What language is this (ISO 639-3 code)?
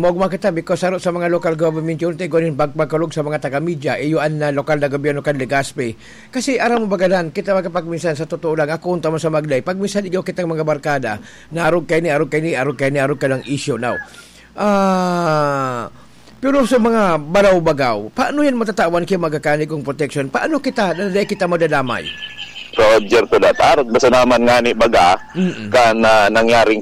bik